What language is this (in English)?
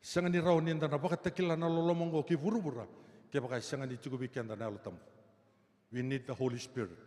Fijian